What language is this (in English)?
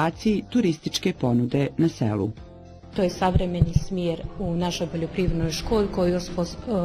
Bosnian